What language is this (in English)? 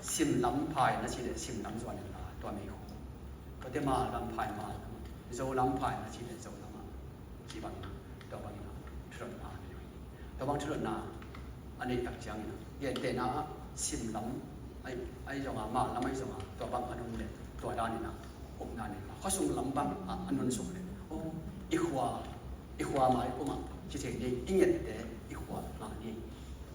Tedim Chin